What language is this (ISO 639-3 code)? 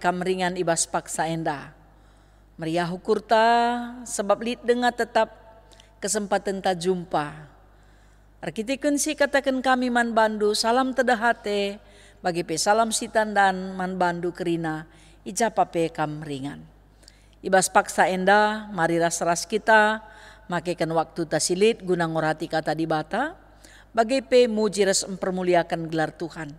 btx